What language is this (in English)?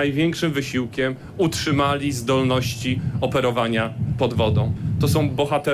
Polish